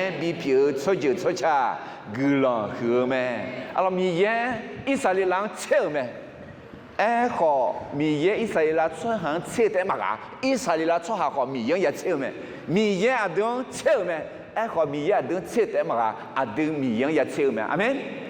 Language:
Akha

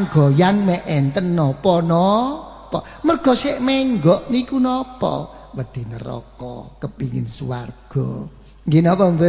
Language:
Javanese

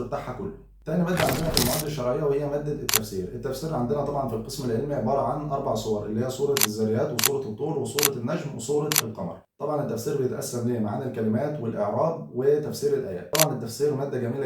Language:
Egyptian Arabic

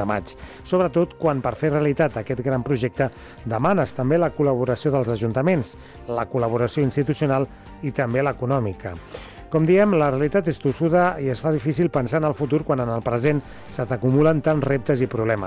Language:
Catalan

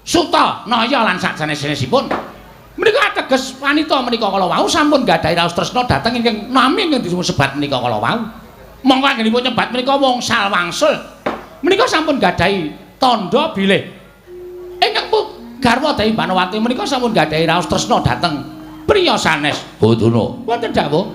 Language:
Javanese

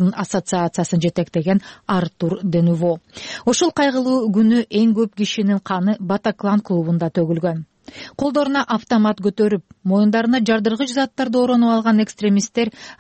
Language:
Kyrgyz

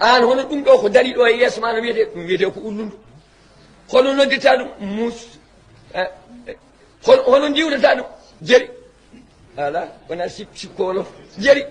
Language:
Fula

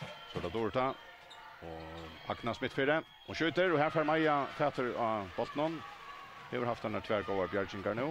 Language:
Faroese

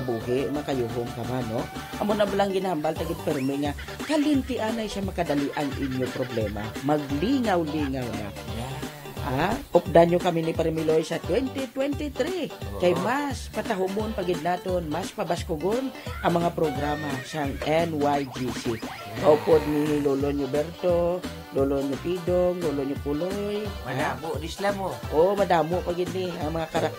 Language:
Hiligaynon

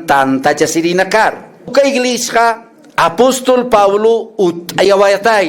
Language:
Aymara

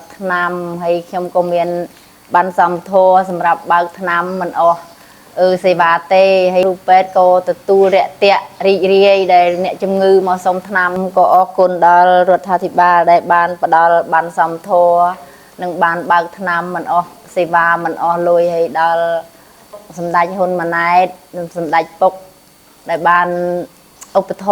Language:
Khmer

